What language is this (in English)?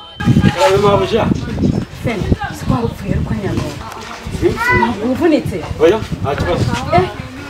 Kinyarwanda